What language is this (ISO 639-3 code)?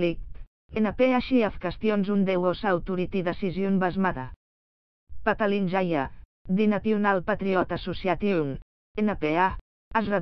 eng